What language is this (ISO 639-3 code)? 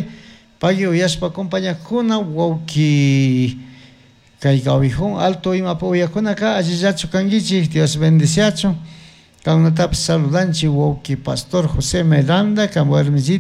qug